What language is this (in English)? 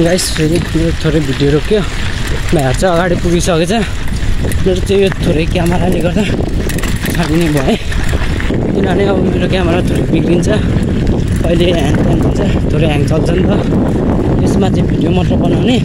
Nepali